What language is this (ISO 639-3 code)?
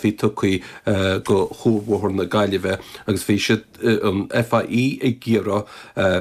gle